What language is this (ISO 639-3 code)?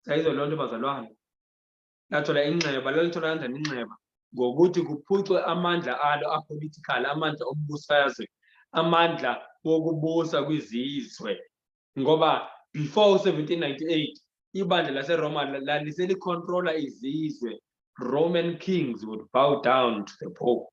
zul